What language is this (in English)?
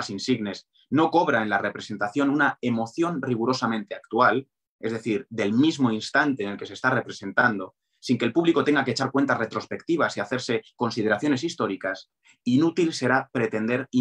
Spanish